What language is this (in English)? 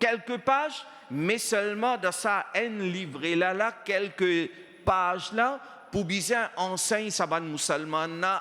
Morisyen